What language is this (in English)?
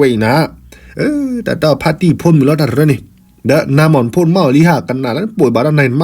S'gaw Karen